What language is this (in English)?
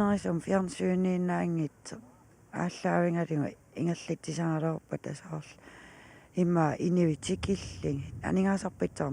Kalaallisut